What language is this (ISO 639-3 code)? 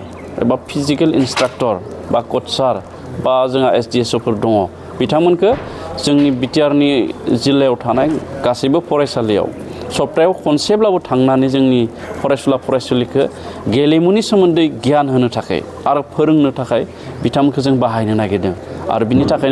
brx